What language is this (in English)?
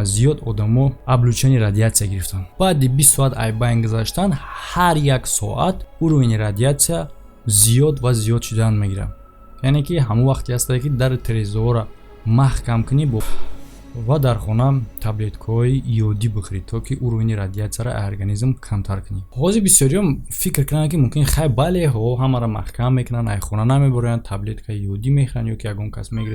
Tajik